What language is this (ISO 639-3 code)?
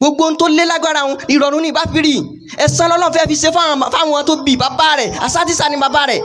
yor